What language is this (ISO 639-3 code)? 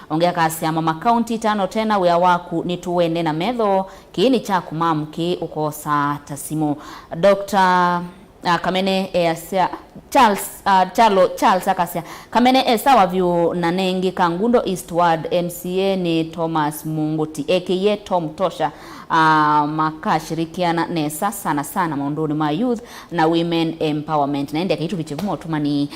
kam